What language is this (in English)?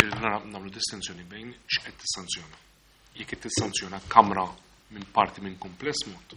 Maltese